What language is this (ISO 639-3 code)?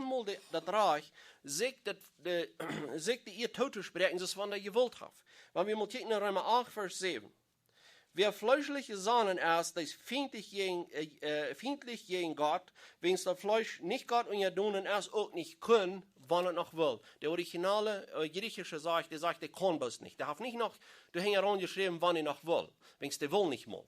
pdt